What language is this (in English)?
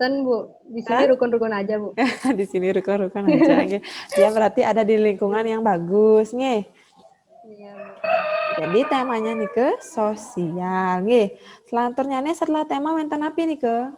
Balinese